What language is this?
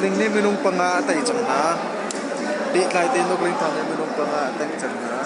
Hakha Chin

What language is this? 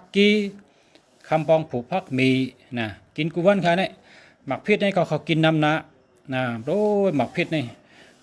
Shan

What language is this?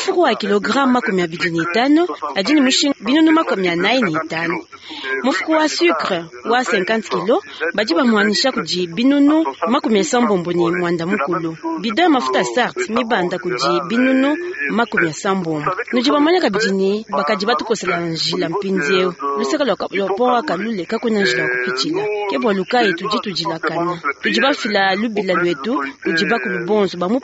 Luba-Lulua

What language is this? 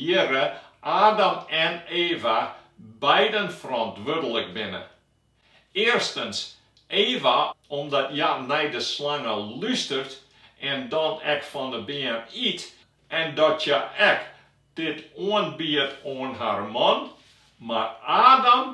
Western Frisian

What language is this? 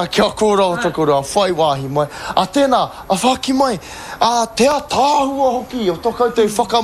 Māori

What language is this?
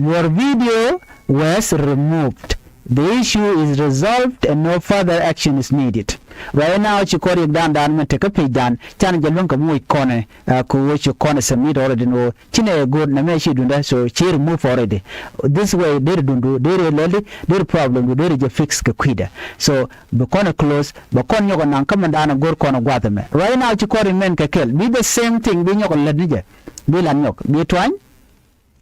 Nuer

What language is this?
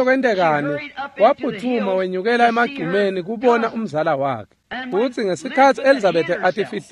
Swati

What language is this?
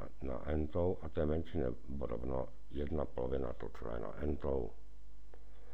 Czech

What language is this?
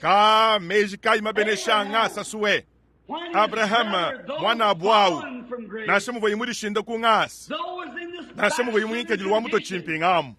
Luba-Lulua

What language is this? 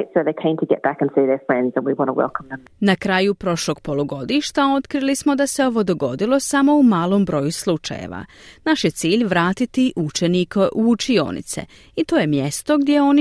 Croatian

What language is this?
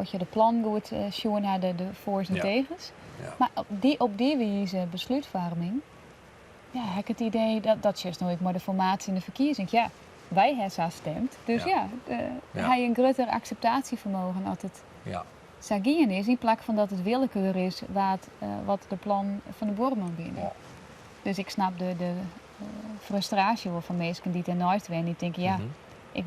Western Frisian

